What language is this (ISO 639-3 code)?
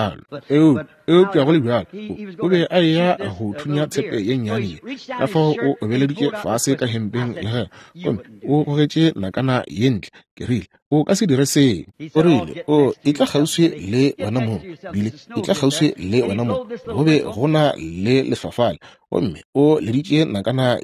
nso